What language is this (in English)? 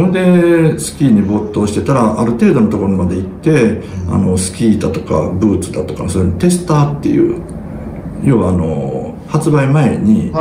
Japanese